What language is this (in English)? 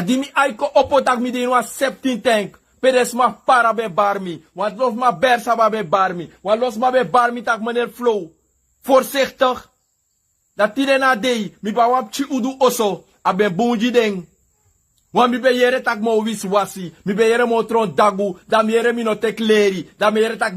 Sranan Tongo